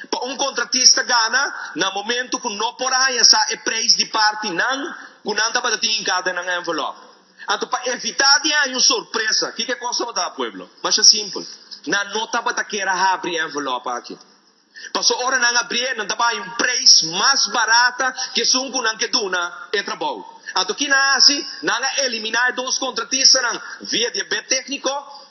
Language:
Papiamento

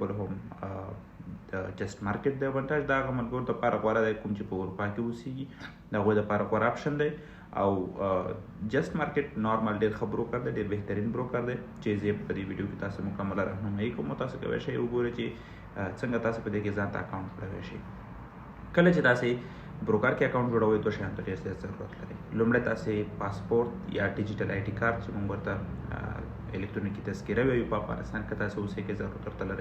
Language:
Pashto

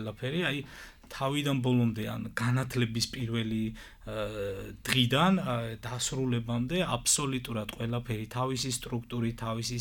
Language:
Georgian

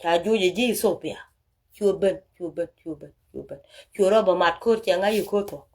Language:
Nuer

